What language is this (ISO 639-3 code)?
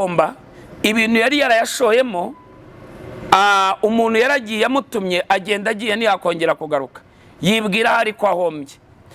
kin